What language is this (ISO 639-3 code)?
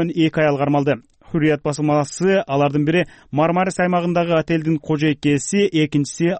kir